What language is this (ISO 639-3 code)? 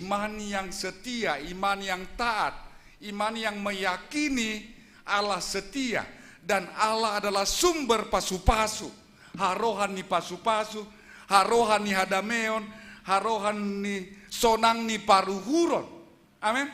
bts